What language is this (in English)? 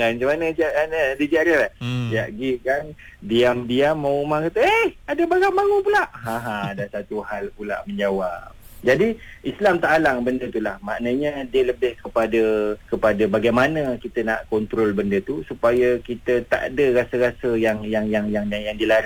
Malay